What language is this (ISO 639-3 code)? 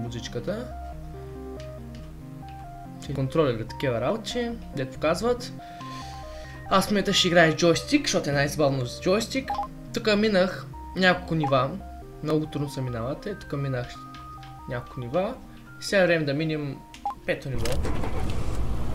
bul